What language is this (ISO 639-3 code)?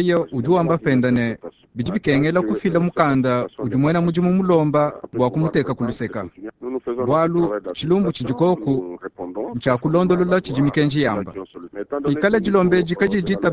lua